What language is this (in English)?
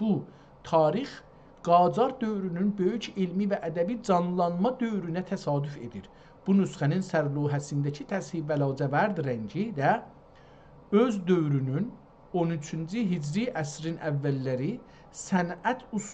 South Azerbaijani